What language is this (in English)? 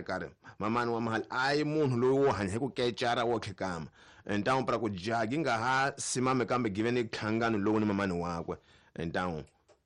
Tsonga